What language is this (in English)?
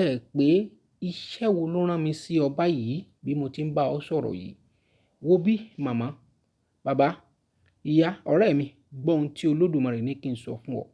Yoruba